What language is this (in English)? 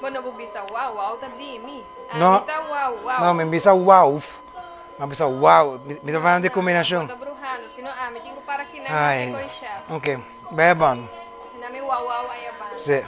Papiamento